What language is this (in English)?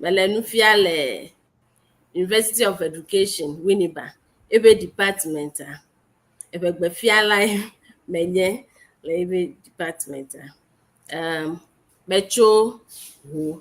Ewe